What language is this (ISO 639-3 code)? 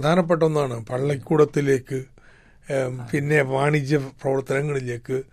mal